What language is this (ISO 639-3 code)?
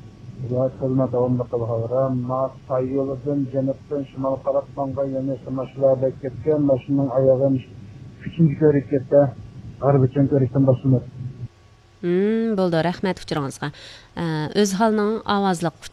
uig